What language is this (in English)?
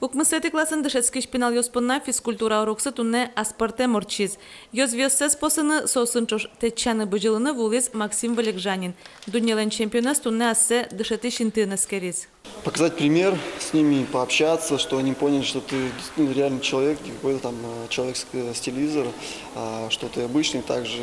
Udmurt